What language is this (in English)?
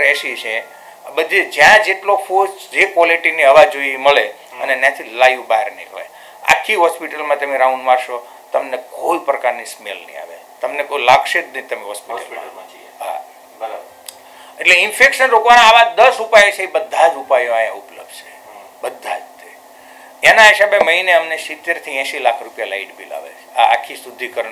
Gujarati